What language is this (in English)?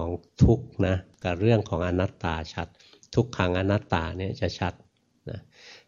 Thai